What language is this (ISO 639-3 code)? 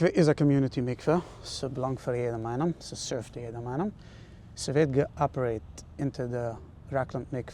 yid